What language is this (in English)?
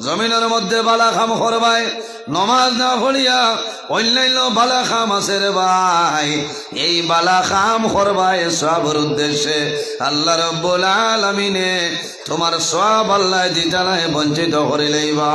Sylheti